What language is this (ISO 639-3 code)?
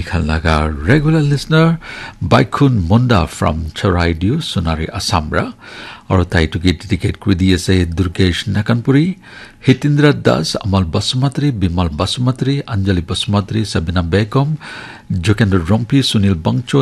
nag